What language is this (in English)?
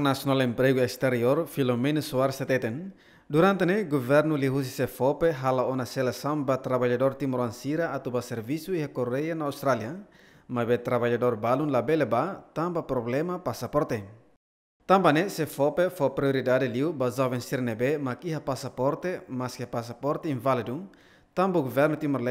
Tetum